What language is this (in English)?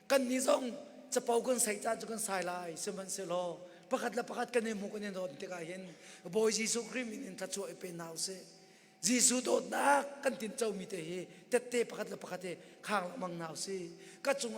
Hakha Chin